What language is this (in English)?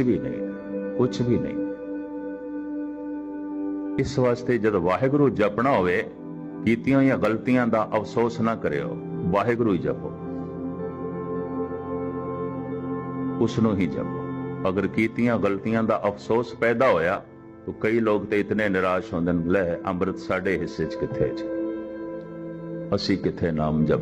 Punjabi